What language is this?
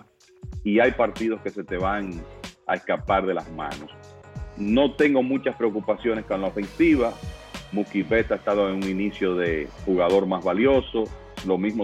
Spanish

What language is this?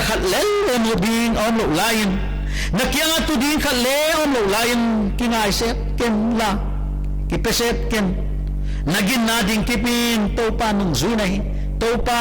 Paite Chin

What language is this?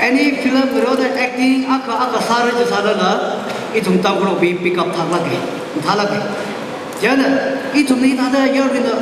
Tangkhul Naga (India)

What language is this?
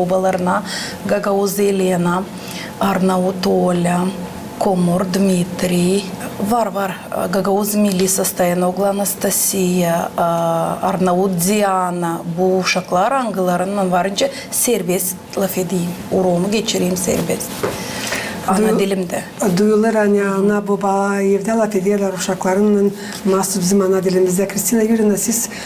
Gagauz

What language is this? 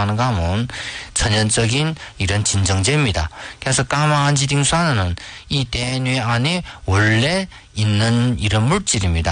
Korean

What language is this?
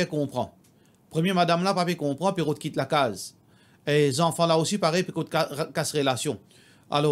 Morisyen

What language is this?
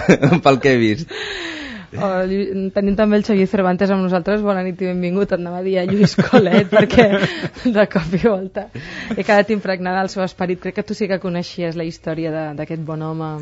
Catalan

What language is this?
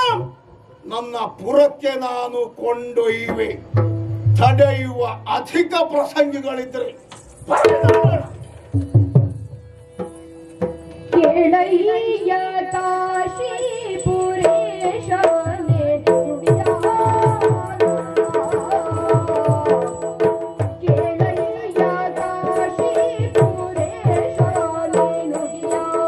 Kannada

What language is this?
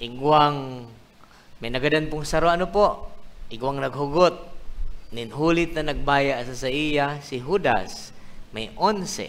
Bikol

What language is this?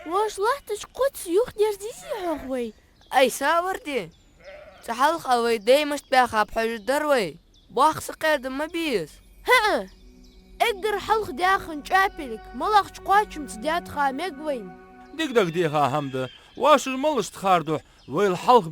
Ingush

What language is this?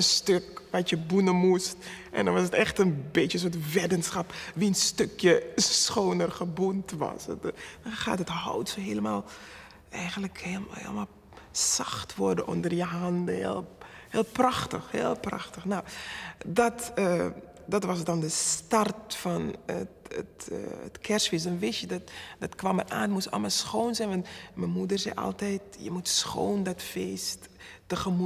Dutch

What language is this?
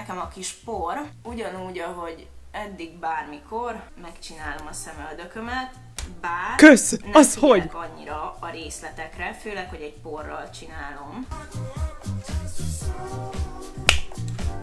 Hungarian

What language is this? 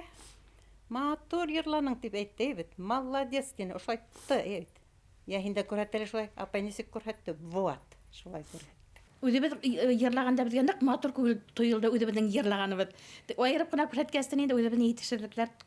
Bashkir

